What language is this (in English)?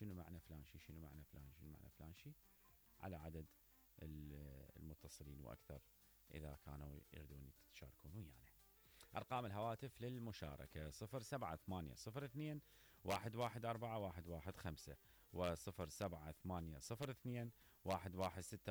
Mesopotamian Arabic